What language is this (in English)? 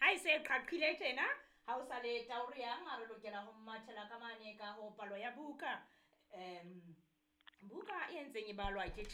Southern Sotho